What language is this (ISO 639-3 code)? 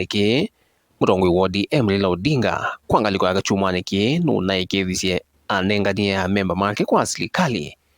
kam